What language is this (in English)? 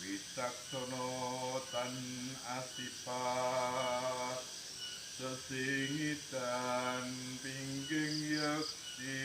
Javanese